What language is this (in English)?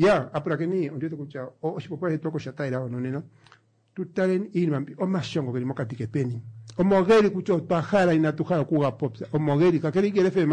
Kuanyama